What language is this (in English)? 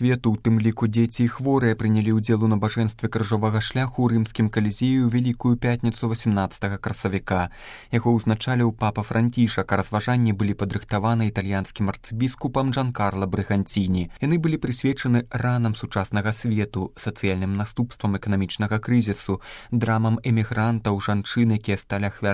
Belarusian